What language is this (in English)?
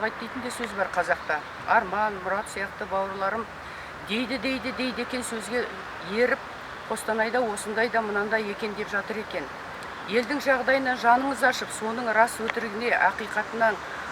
Kazakh